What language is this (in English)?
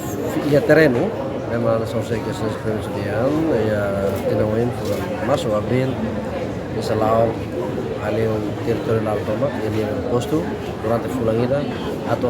Tetum